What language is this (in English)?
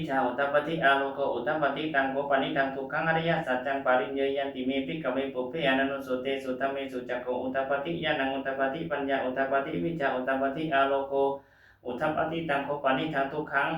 Pali